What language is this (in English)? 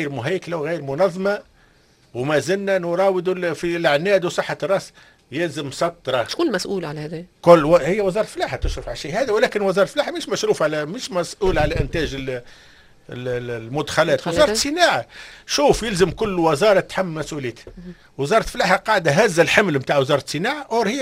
Tunisian Arabic